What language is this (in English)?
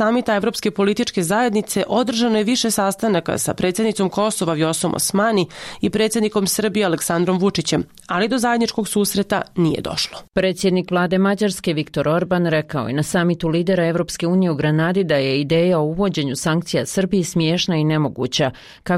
Bosnian